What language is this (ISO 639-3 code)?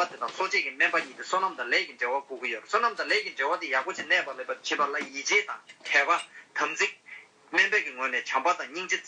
bod